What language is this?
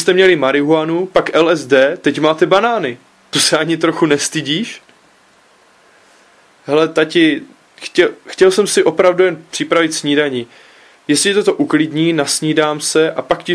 Czech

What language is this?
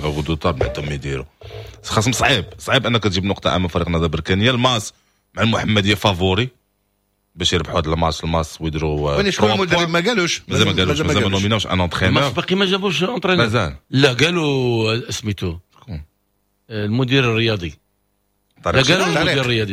Moroccan Arabic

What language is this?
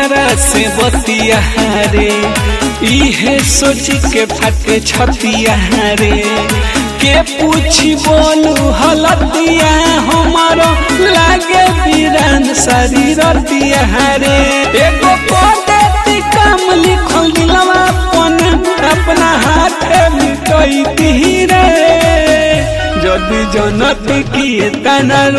Bhojpuri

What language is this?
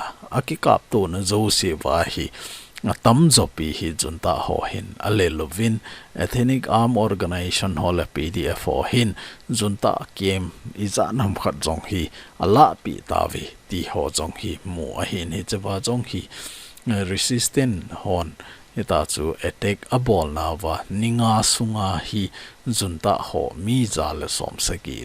Thado Chin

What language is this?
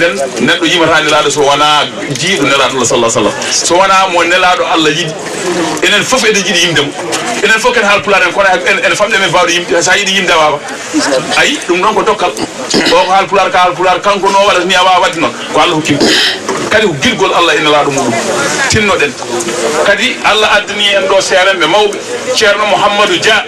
Fula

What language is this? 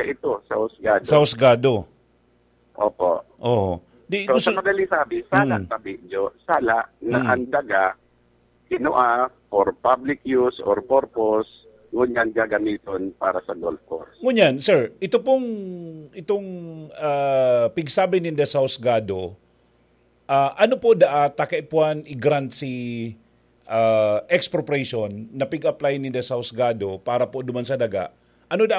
Bikol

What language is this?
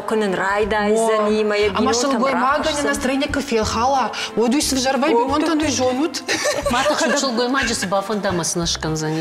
Ossetic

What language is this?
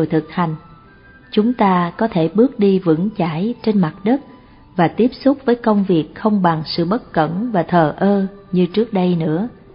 Vietnamese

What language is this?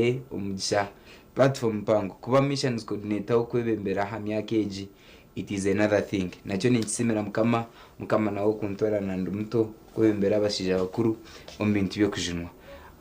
Nyankole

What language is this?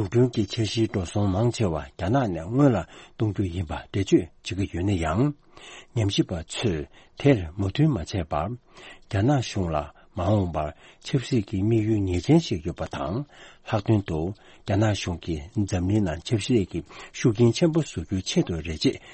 Tibetan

